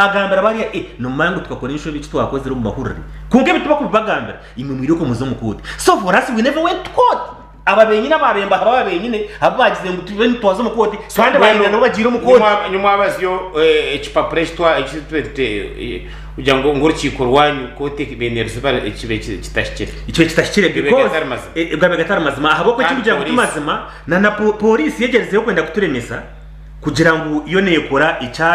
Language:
Nyankole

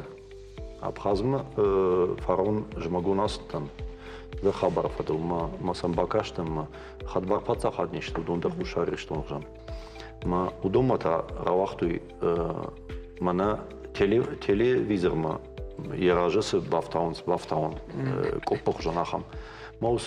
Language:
Ossetic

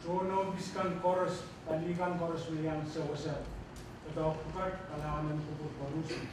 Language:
Pohnpeian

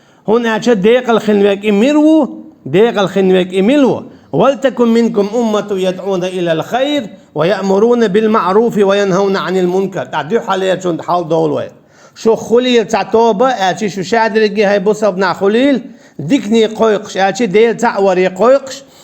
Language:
Chechen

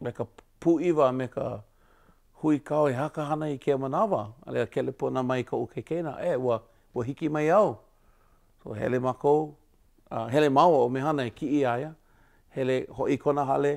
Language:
Hawaiian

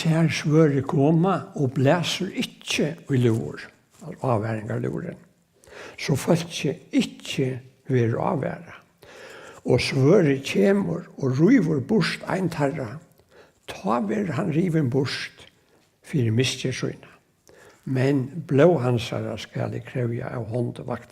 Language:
Faroese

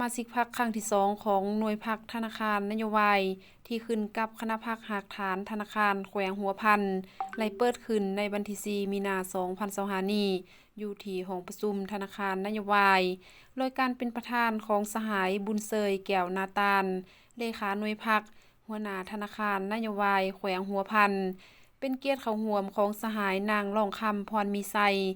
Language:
Lao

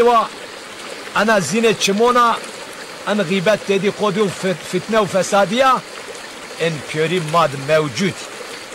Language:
Zaza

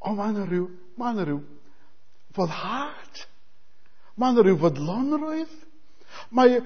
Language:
Welsh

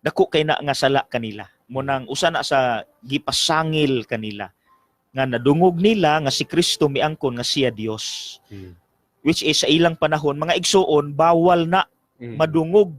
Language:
Cebuano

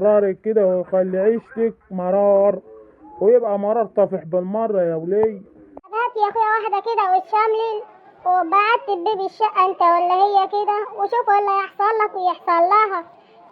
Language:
Egyptian Arabic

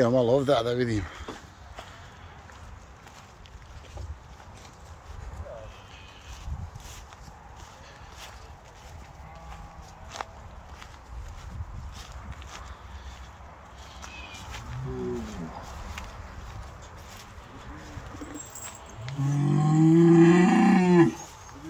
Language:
Croatian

